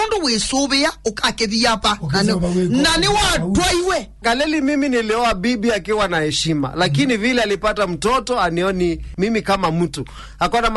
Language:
Kamba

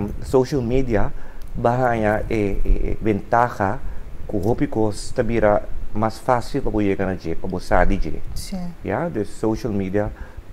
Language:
Papiamento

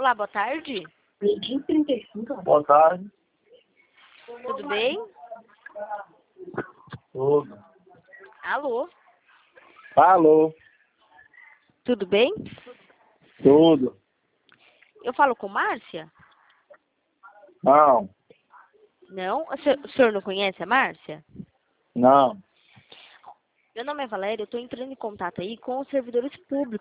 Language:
Portuguese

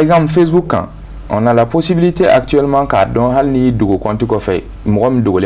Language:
Bambara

